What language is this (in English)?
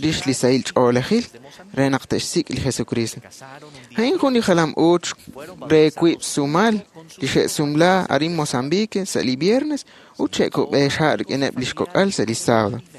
Kekchí